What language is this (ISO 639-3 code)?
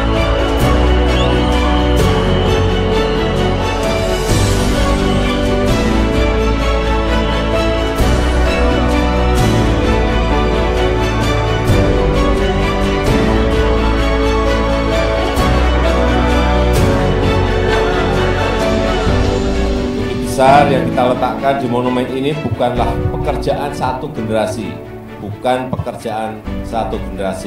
ind